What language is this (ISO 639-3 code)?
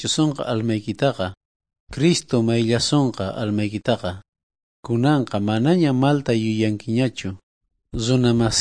quh